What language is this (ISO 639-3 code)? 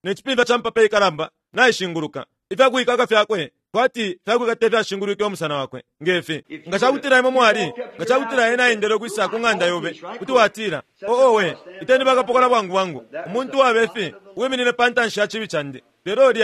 bem